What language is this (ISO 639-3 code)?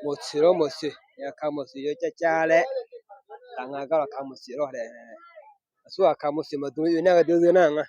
ahk